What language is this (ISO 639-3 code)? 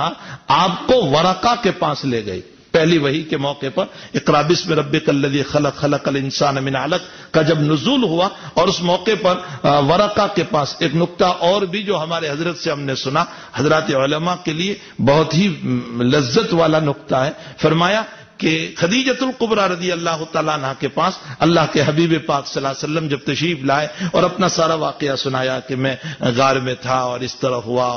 urd